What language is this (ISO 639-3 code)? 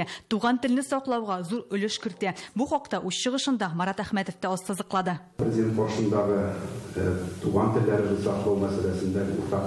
tat